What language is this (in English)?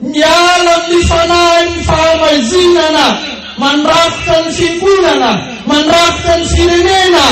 Malagasy